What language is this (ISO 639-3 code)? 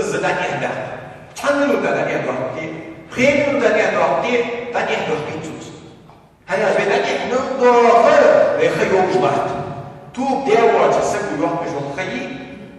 inh